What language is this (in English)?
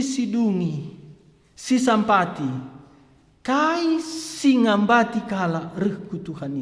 Batak Karo